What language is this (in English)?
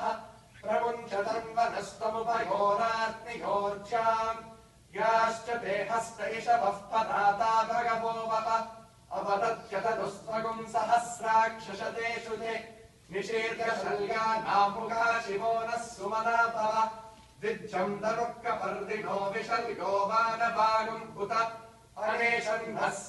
Sanskrit